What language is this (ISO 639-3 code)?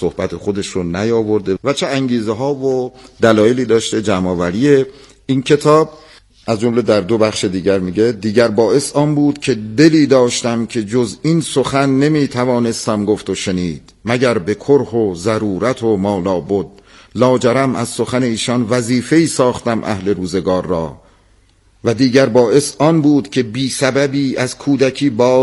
fas